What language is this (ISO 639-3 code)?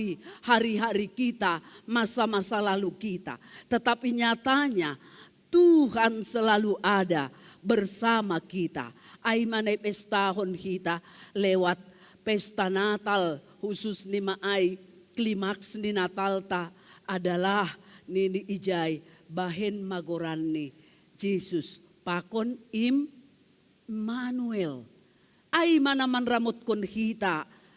bts